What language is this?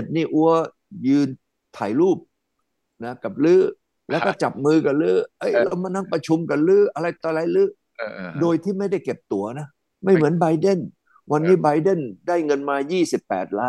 Thai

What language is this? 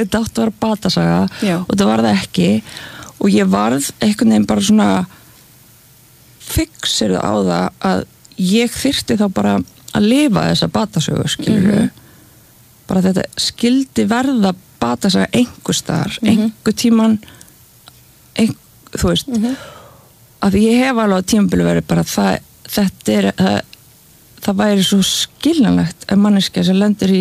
Icelandic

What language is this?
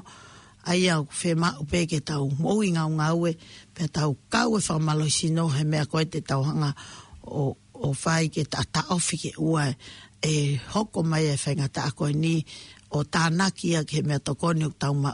Tongan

